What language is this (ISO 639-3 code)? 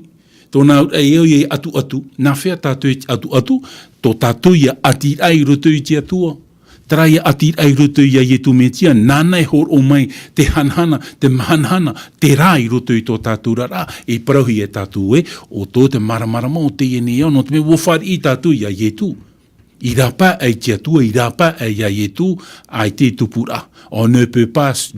tah